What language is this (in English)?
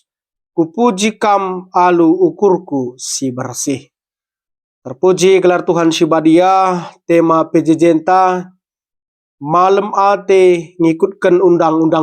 Batak Karo